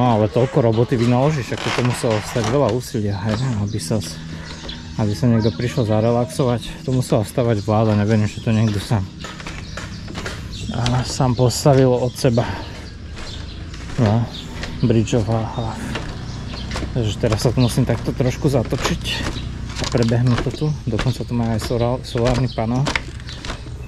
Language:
Slovak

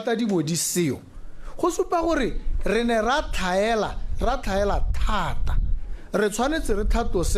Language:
Tswana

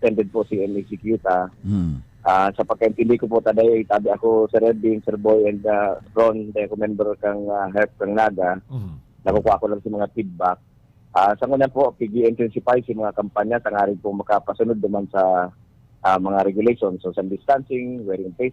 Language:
Bikol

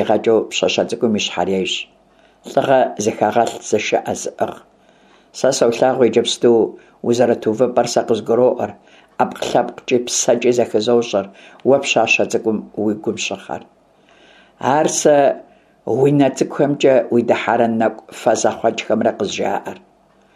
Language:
Kabardian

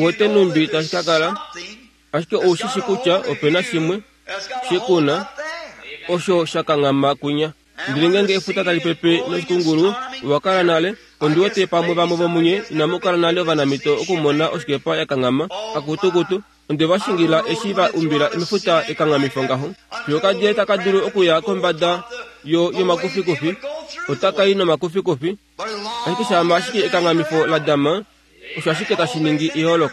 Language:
Kuanyama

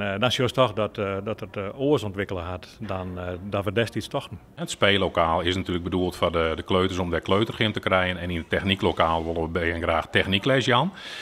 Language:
Western Frisian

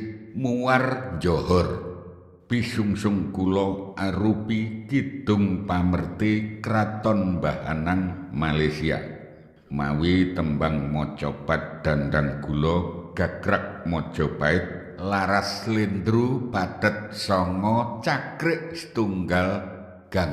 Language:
Javanese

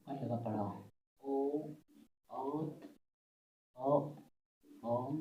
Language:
Santali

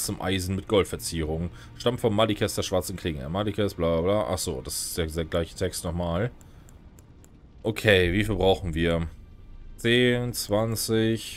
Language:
German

